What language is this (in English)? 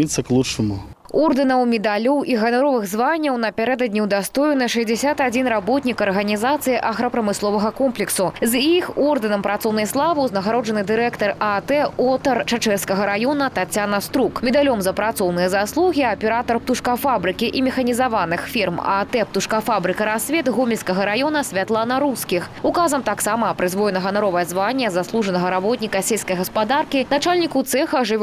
Belarusian